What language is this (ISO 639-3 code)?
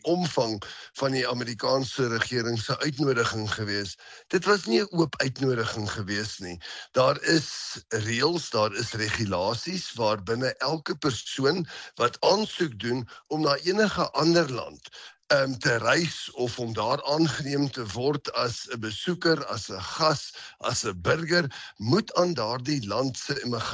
afr